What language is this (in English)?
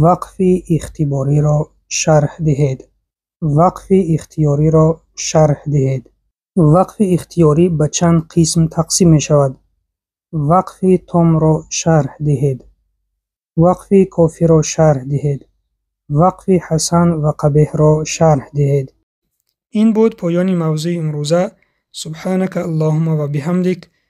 Tajik